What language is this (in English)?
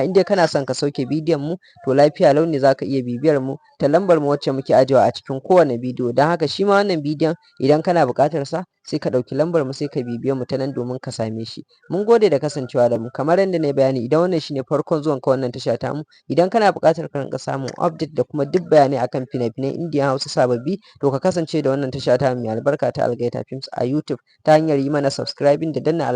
Hausa